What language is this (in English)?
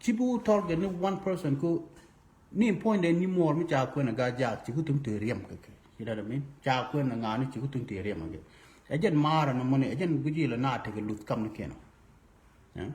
Nuer